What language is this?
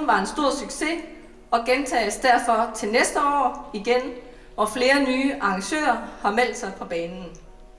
Danish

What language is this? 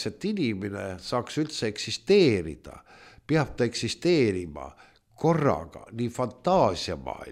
Estonian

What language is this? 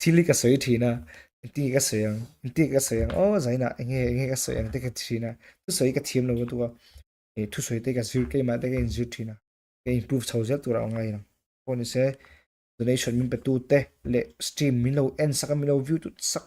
Mizo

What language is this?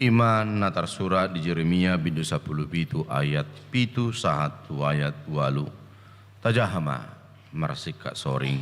Batak Toba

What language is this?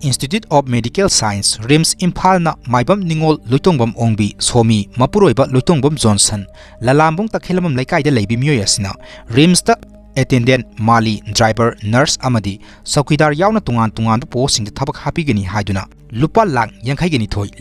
Manipuri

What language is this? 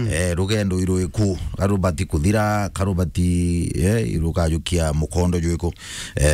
Meru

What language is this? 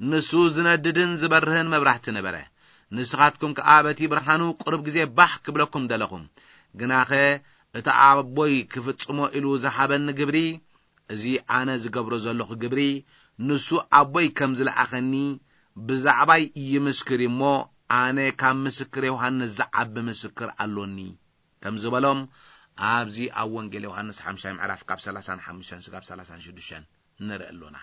Tigrinya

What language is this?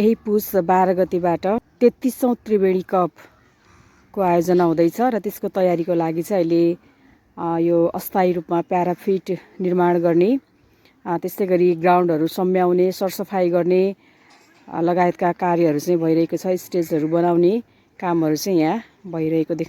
Nepali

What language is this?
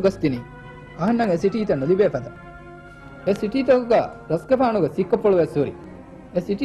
Divehi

